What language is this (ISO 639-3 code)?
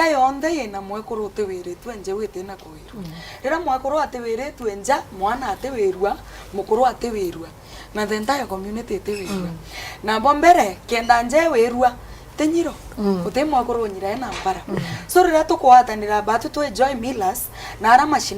mer